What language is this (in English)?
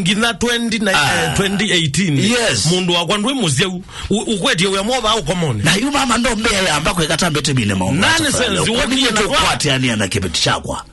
Kamba